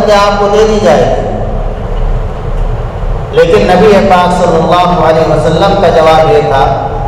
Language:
Urdu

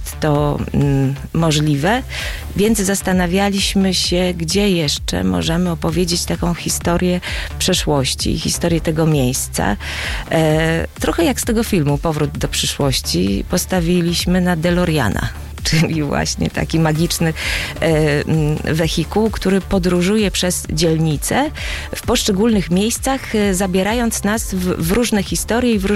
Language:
Polish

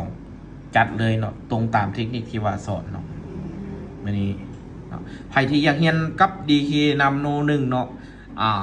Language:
Lao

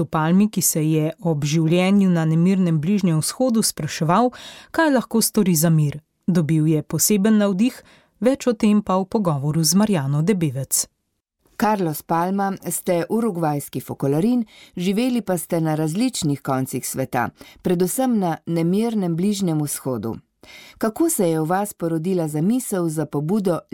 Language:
Slovenian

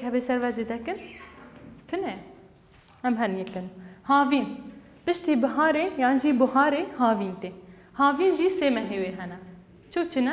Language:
Kurdish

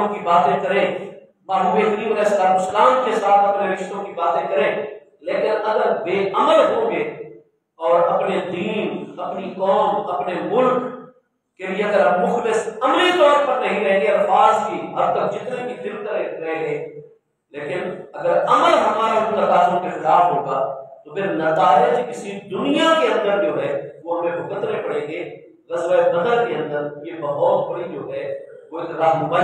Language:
Urdu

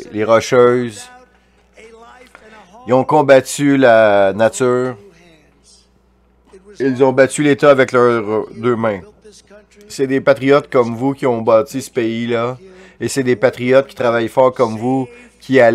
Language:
French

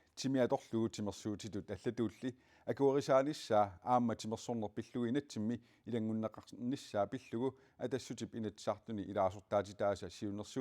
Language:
Kalaallisut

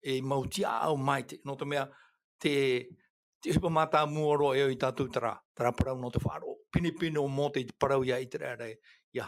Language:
Tahitian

